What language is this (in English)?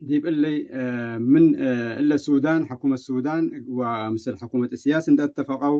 Tigre